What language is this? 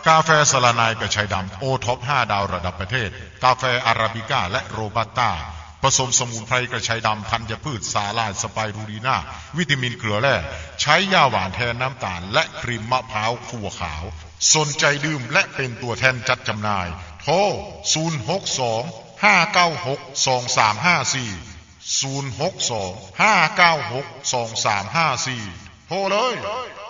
Thai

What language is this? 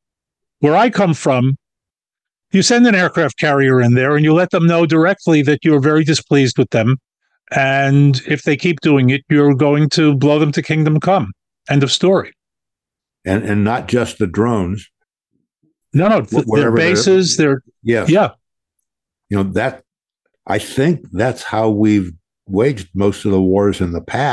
English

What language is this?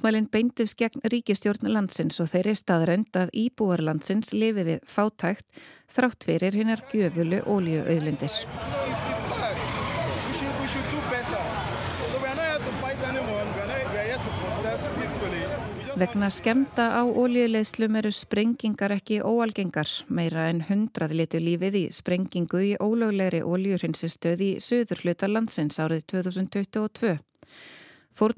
Icelandic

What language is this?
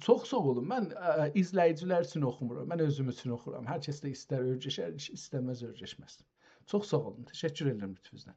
South Azerbaijani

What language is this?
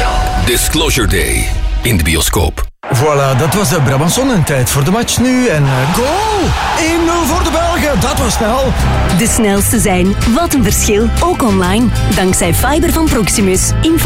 Dutch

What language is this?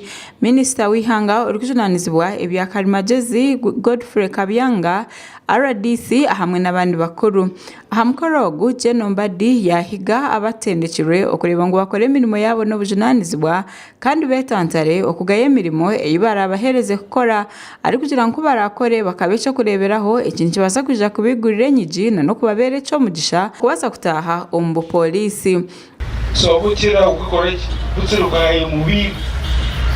Nyankole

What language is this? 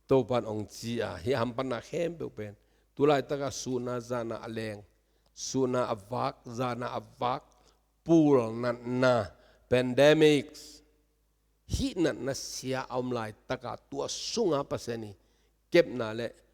Tedim Chin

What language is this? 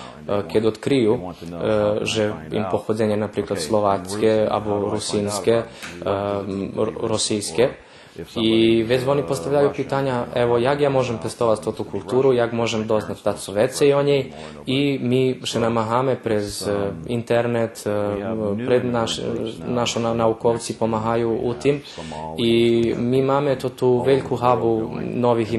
Rusyn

